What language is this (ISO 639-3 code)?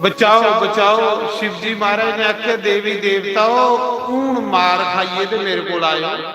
doi